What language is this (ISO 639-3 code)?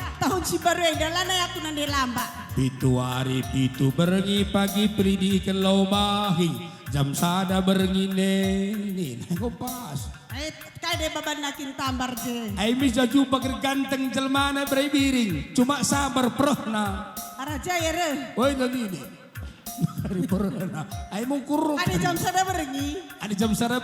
btx